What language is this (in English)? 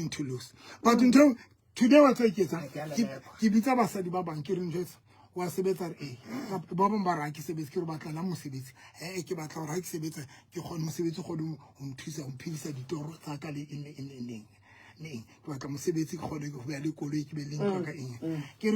Southern Sotho